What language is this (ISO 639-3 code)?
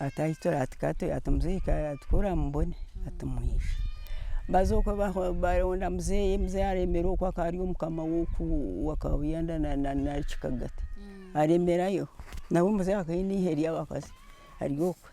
nyn